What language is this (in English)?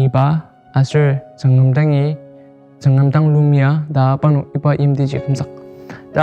Ao Naga